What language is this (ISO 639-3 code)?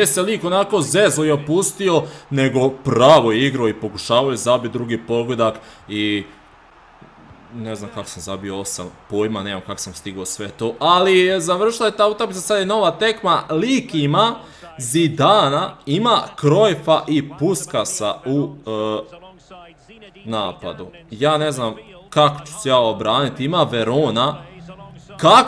hrv